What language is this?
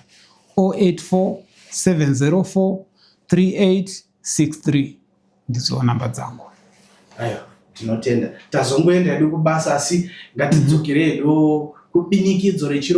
Shona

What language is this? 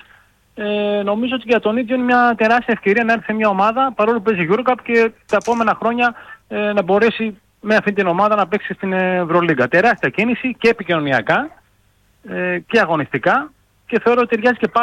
Greek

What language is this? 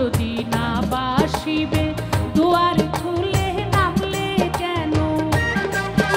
Bangla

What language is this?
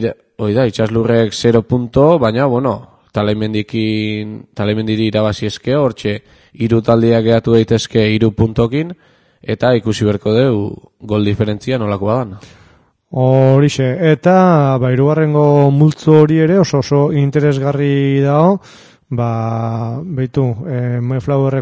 Basque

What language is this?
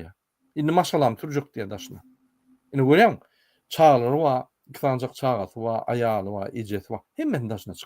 Turkmen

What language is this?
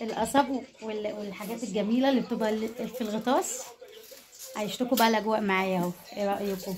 Egyptian Arabic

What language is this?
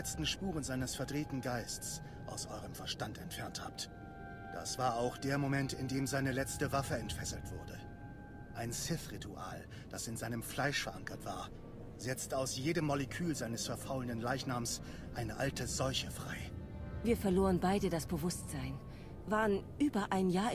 German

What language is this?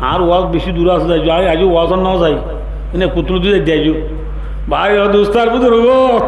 Rohingya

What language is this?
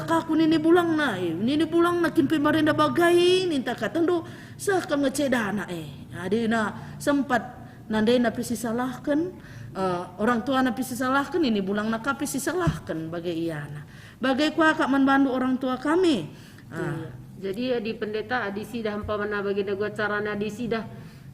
Batak Karo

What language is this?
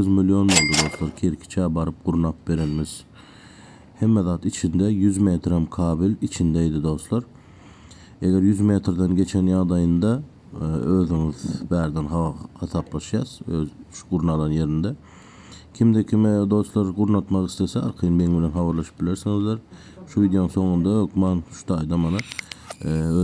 Turkmen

